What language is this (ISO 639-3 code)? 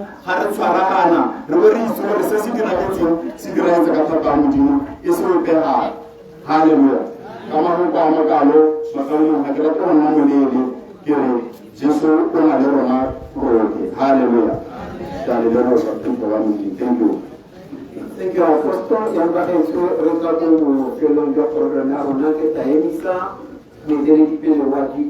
tsn